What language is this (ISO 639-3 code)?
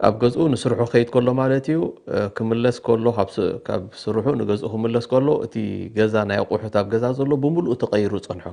tir